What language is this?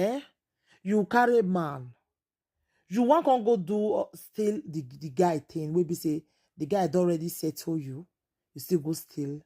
Nigerian Pidgin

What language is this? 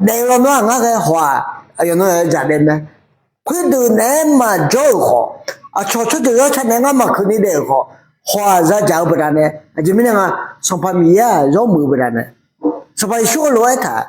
Akha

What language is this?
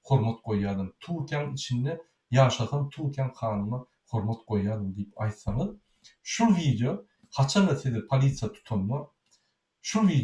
Turkmen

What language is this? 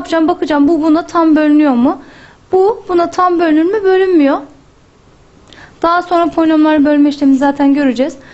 Turkish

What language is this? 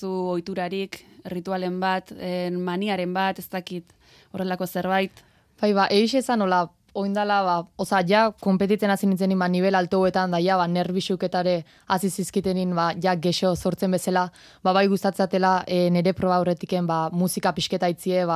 Basque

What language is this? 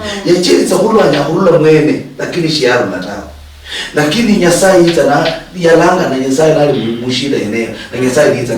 Luyia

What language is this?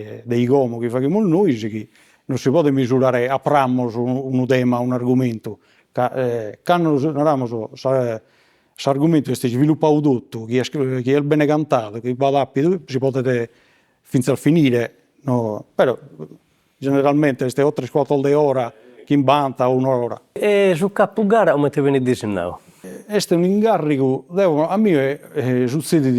Sardinian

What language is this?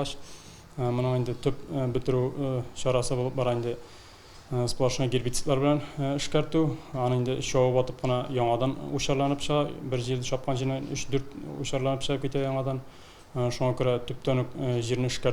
Tatar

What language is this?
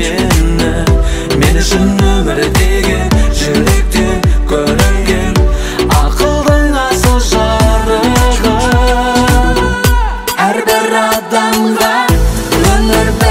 Kazakh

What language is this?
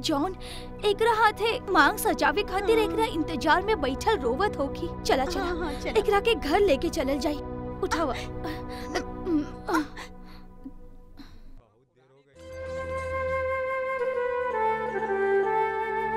Bhojpuri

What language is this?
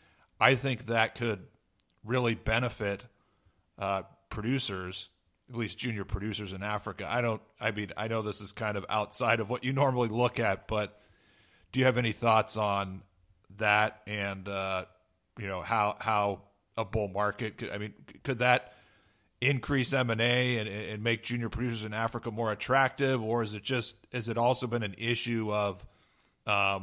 English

